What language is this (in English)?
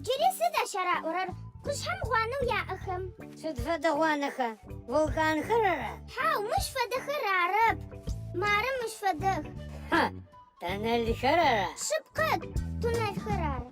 Adyghe